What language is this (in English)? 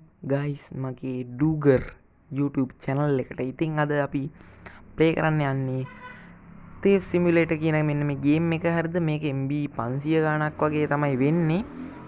Sinhala